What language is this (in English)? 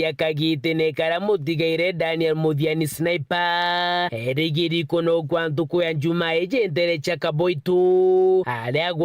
Meru